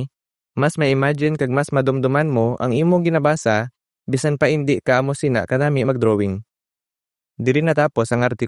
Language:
Hiligaynon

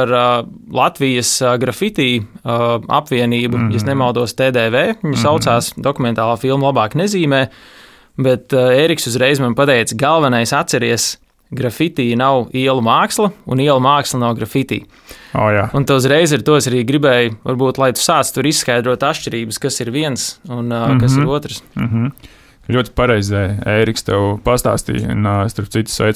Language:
Latvian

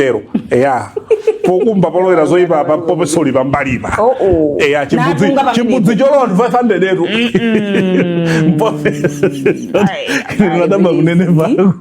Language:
Nyanja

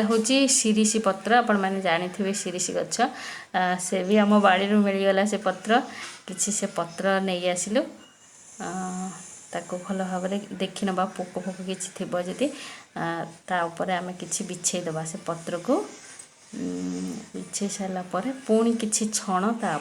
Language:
Odia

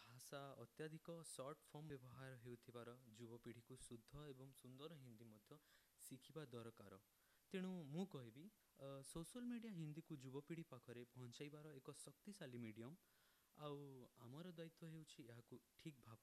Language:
Odia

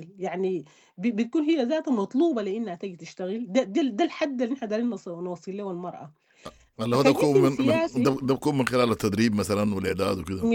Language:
Sudanese Arabic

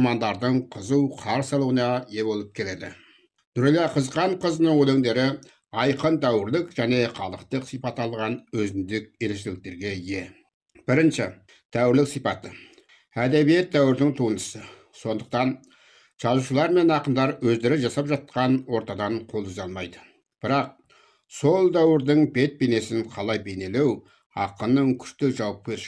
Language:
Kazakh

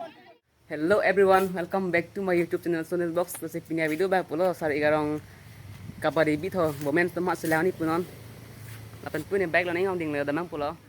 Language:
Karbi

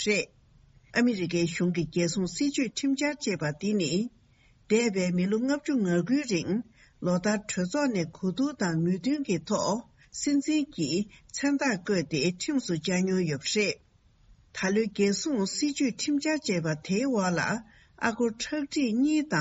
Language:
Tibetan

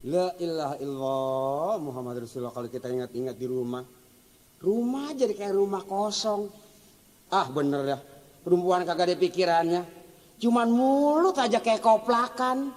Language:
Betawi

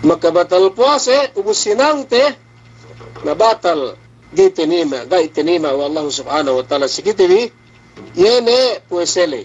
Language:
Yakan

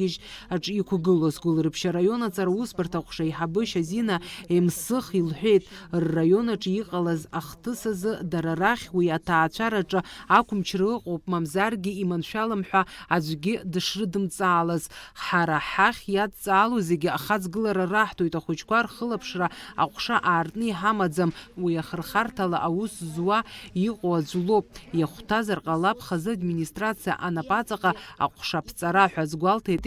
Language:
Abkhazian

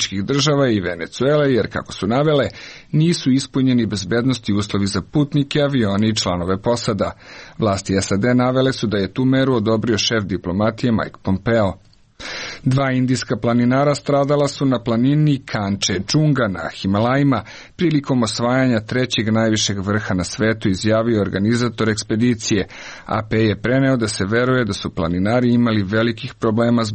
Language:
Serbian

